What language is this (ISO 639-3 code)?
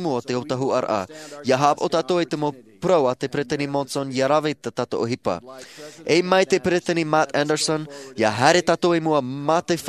tah